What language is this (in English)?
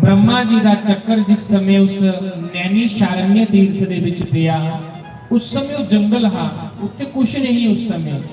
Dogri